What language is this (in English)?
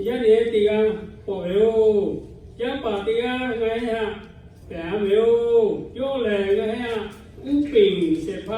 Lahu